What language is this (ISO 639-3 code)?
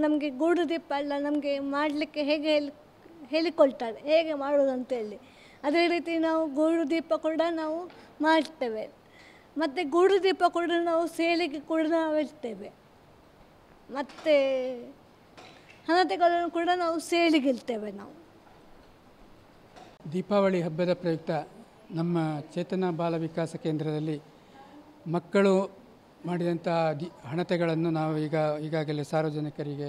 kan